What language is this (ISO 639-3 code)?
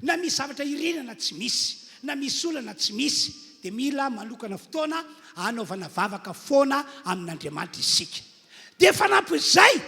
mlg